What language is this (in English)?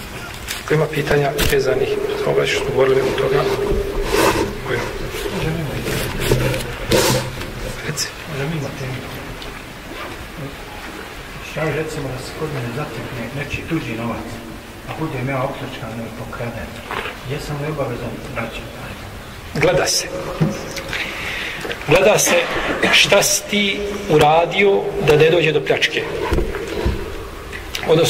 Bosnian